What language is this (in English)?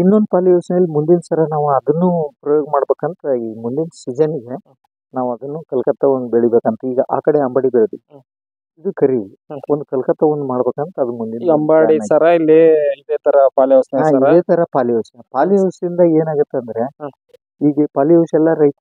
Kannada